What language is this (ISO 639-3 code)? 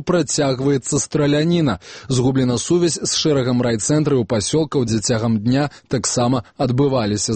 bel